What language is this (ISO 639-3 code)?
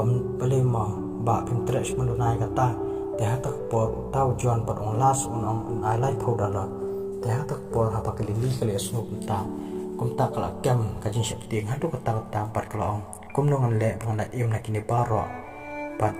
kha